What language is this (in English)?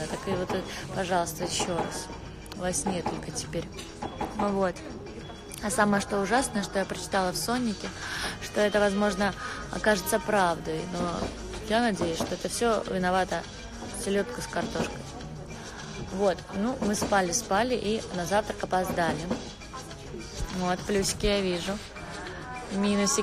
Russian